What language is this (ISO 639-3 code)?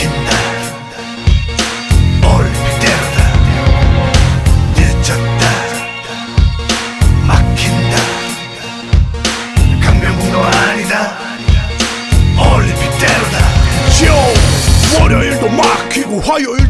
kor